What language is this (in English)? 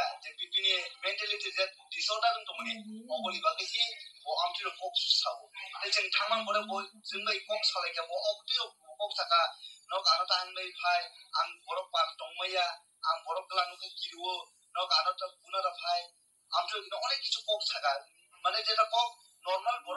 Kok Borok